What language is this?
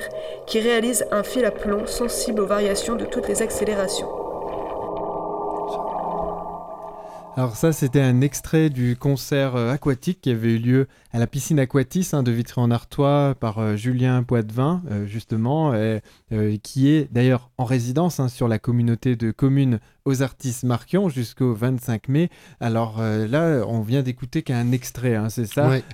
French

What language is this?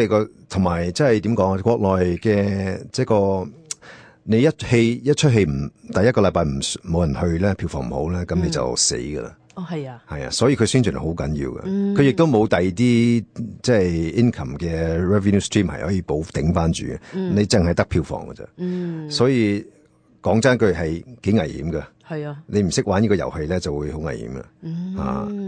Cantonese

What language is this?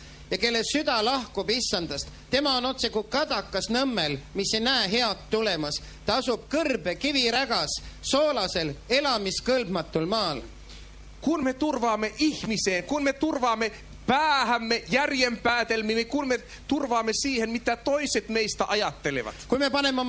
Estonian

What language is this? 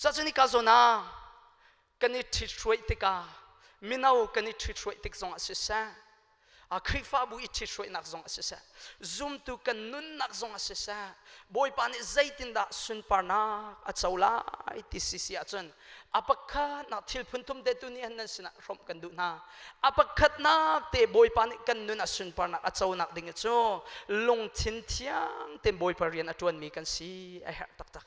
Hakha Chin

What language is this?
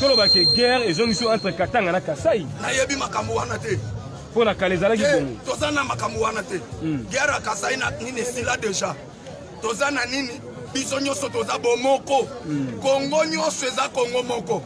Lingala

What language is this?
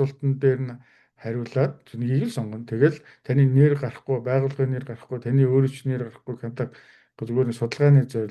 Mongolian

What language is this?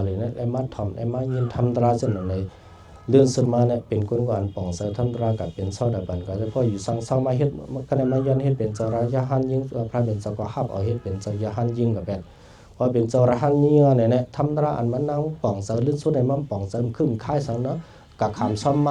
Shan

